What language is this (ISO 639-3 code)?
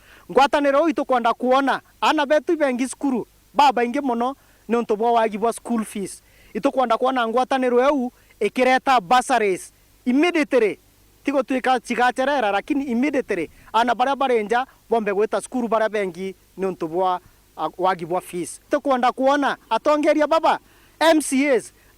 mer